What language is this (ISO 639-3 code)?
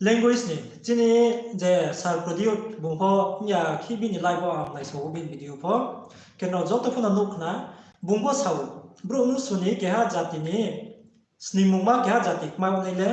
ria